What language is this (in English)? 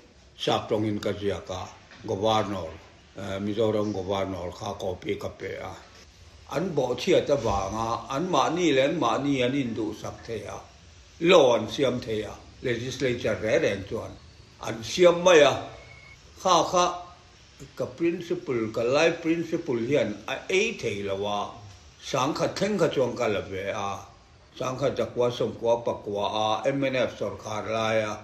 Mizo